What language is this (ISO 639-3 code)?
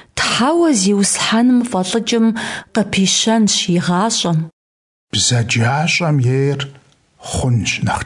kbd